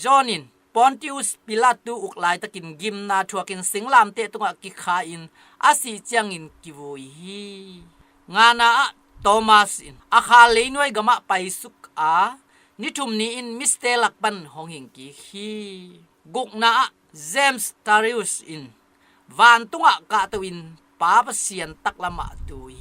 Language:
Tedim Chin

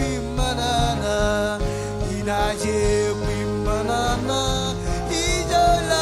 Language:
Marshallese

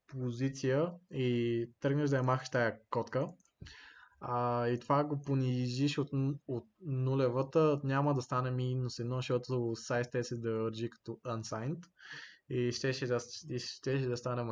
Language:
Bulgarian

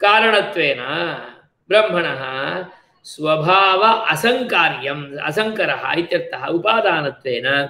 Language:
Sanskrit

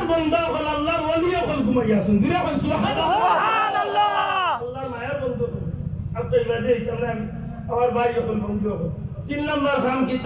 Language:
Sylheti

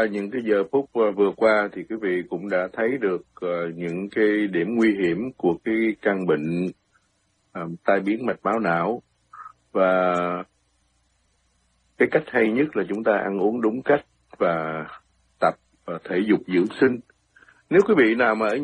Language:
Vietnamese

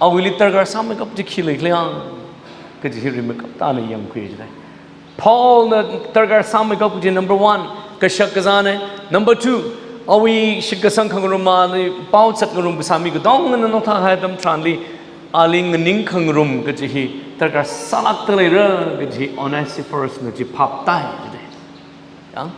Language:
Tangkhul Naga (India)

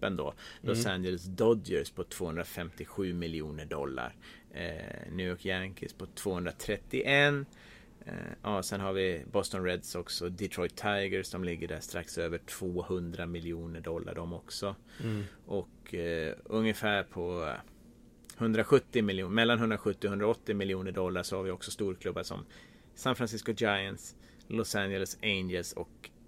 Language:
Swedish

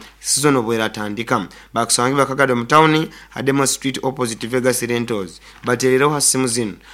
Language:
Nyoro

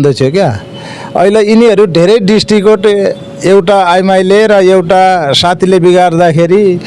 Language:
Nepali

